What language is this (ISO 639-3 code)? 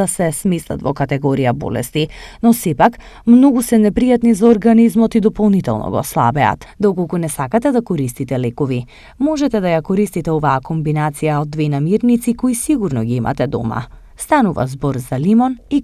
mkd